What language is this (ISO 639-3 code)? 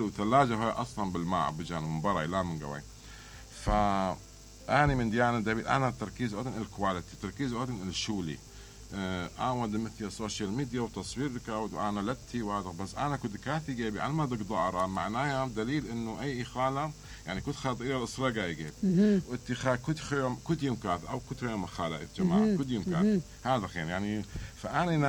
acm